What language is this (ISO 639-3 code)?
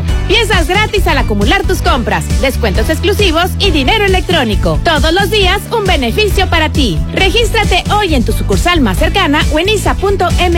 spa